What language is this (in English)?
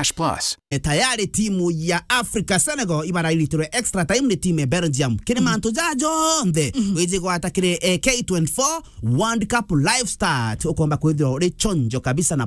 Meru